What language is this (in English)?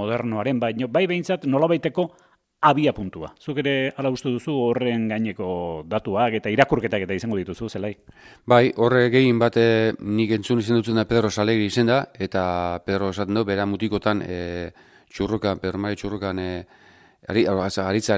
Basque